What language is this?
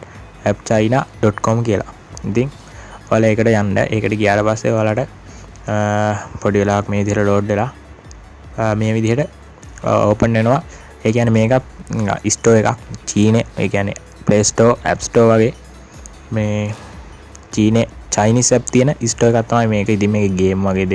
Sinhala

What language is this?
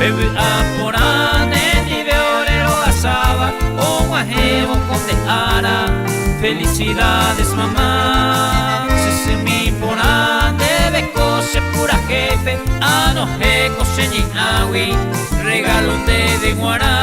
Guarani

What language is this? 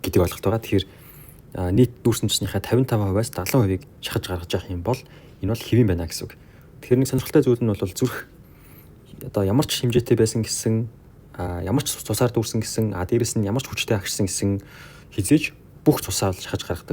Mongolian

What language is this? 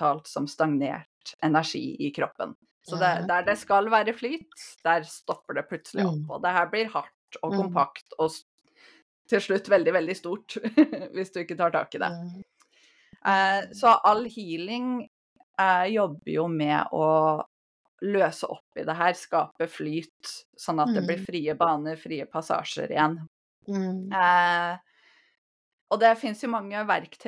Norwegian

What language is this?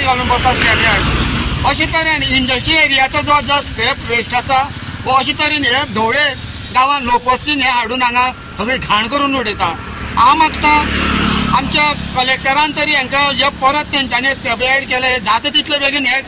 Konkani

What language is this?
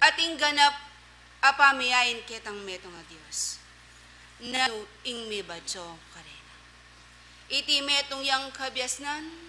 Pampanga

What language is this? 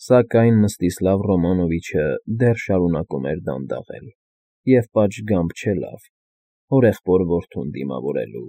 Armenian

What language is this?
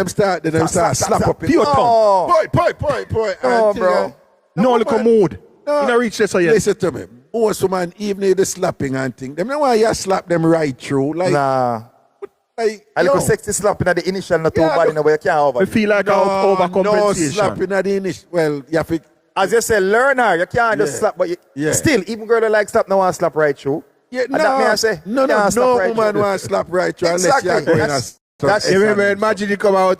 Jamaican Creole English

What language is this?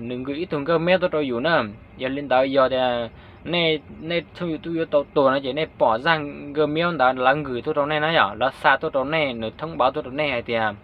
Hmong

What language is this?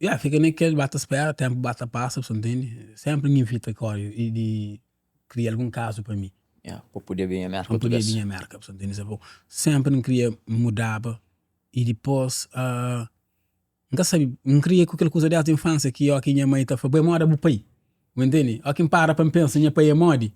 Kabuverdianu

